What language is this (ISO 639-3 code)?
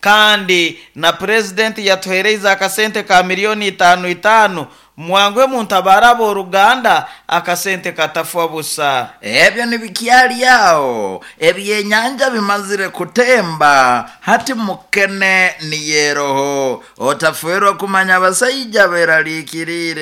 nyo